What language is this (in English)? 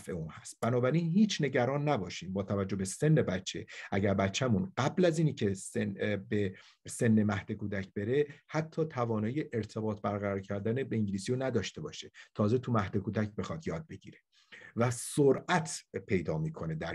Persian